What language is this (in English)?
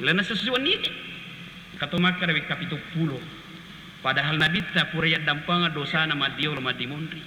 Buginese